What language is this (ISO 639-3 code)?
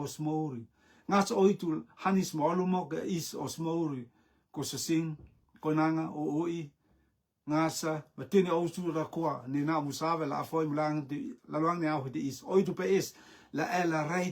rtm